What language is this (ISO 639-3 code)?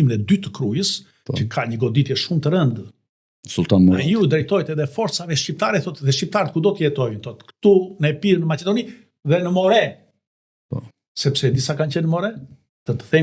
sqi